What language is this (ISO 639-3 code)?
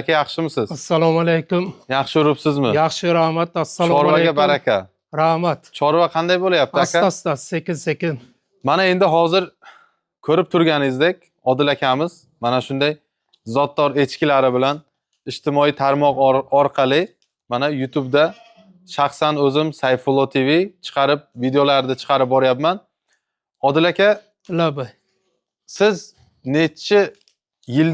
uzb